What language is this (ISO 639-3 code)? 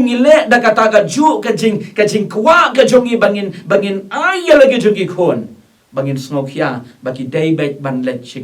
kha